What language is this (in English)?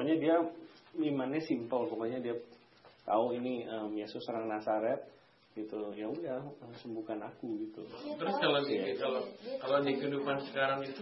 Indonesian